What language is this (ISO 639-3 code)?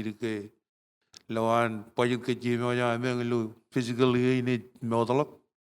mah